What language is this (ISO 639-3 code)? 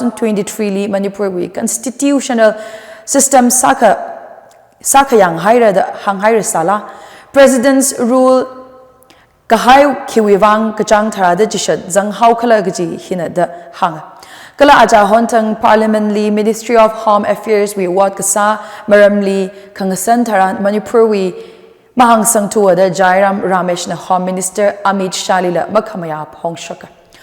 nmf